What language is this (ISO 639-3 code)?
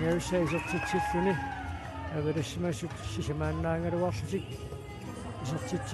kal